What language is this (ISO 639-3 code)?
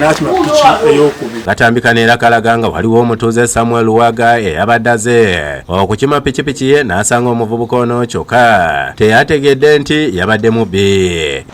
lug